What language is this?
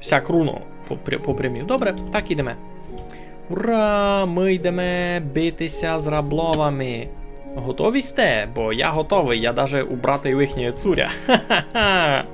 Rusyn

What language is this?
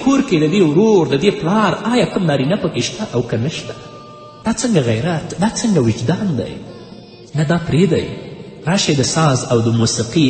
Pashto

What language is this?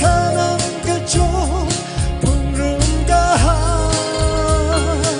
Tangkhul Naga (India)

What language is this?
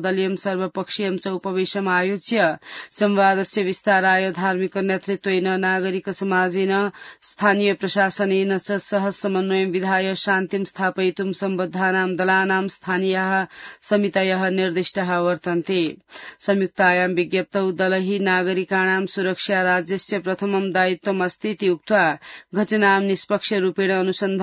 Sanskrit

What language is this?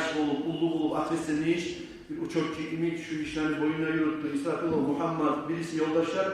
Kumyk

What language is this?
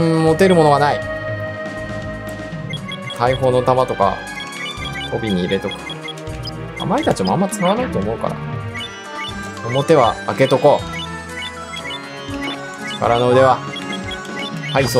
Japanese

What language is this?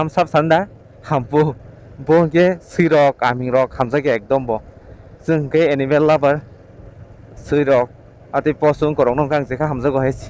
Kok Borok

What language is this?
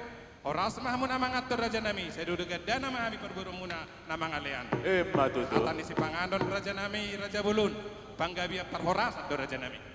Batak Toba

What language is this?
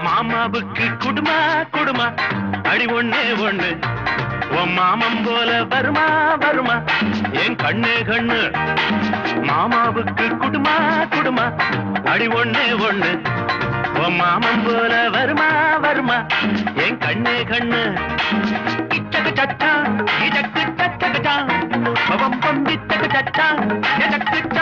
Tamil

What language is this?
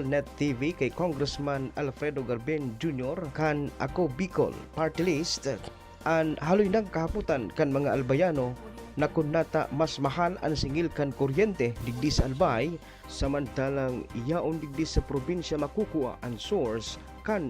Bikol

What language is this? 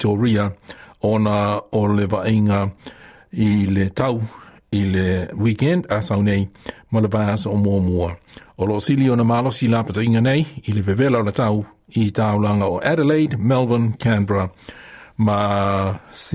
Samoan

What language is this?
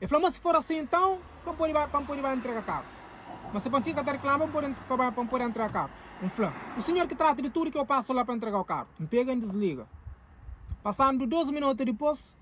Kabuverdianu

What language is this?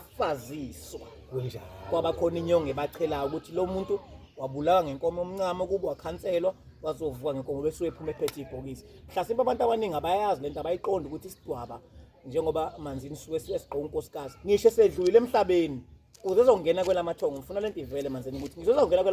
Zulu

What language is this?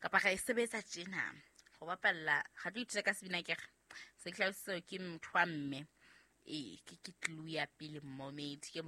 Southern Sotho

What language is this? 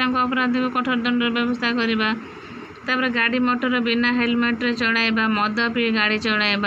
Odia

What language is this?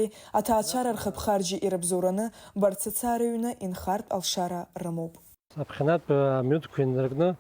Abkhazian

